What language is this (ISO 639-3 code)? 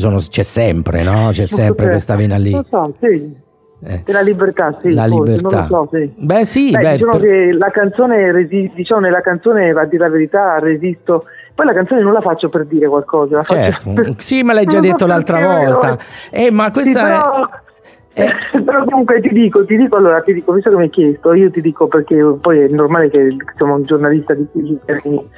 ita